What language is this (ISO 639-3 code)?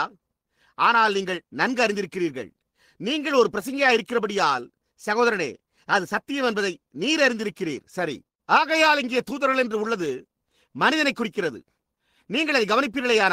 tam